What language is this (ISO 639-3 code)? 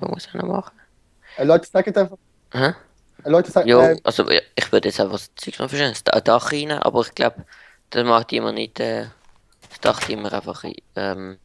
gsw